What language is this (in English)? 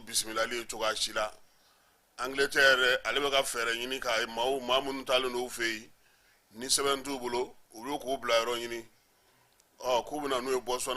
Bambara